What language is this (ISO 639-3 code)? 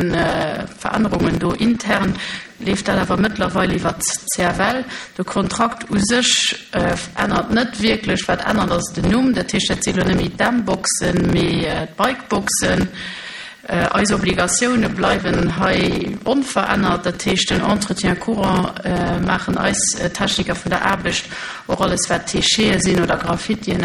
ltz